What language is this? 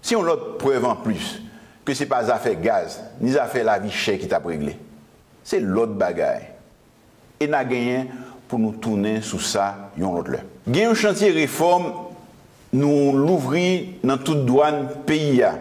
Haitian Creole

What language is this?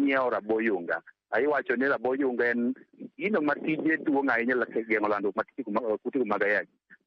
Luo (Kenya and Tanzania)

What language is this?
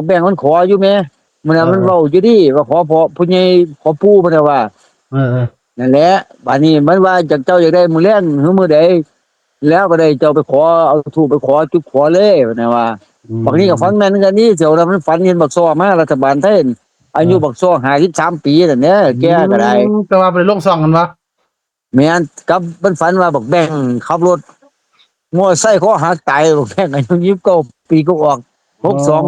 Northeastern Thai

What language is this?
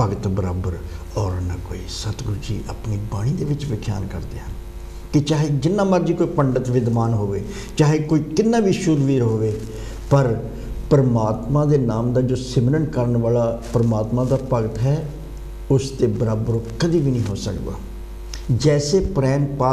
Punjabi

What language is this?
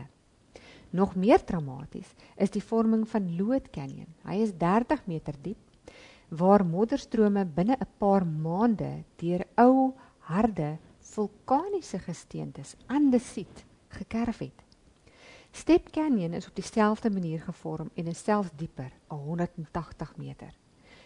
Afrikaans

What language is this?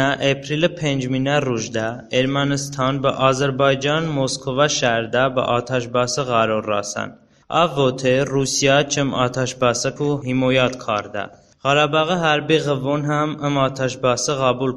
Talysh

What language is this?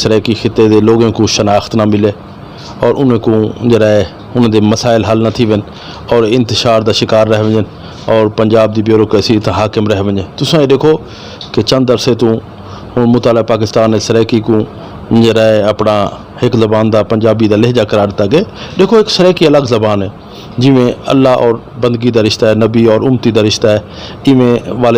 Saraiki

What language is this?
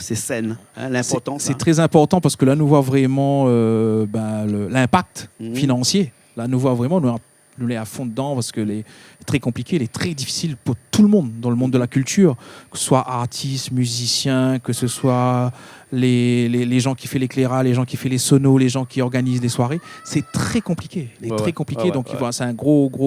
Réunion Creole French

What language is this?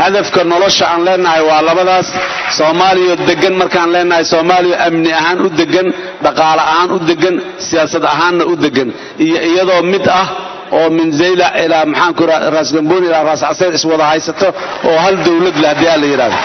Somali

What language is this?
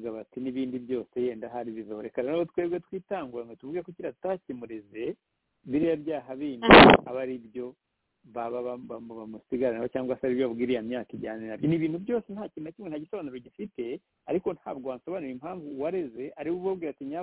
Kinyarwanda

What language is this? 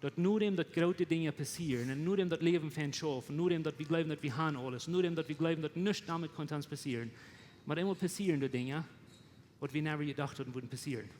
Plautdietsch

